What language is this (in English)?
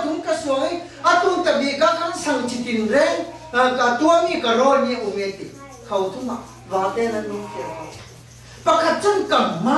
Falam Chin